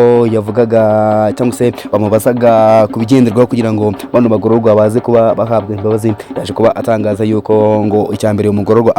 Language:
Kinyarwanda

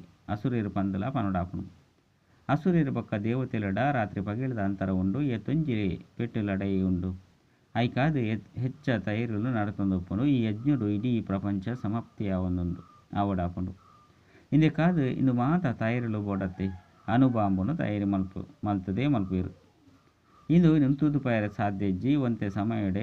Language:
Tulu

